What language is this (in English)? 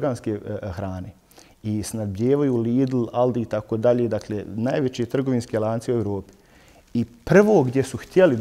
Bosnian